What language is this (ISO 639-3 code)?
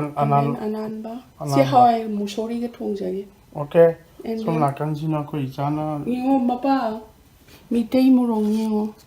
mni